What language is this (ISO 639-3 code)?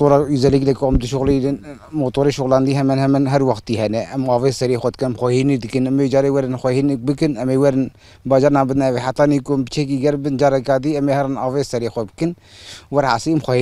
kur